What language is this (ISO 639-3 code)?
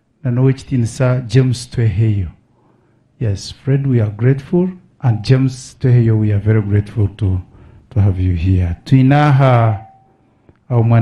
nyn